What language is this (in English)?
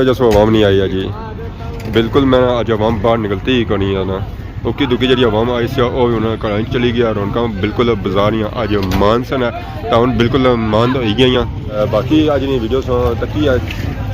Pahari-Potwari